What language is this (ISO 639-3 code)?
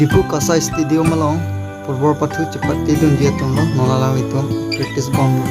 mjw